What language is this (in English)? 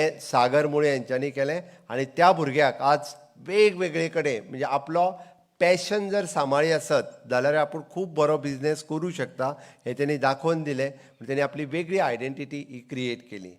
Konkani